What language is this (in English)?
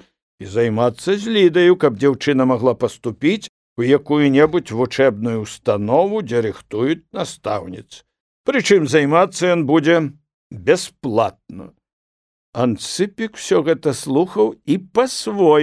Belarusian